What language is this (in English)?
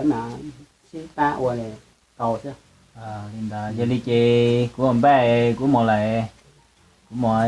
Hmong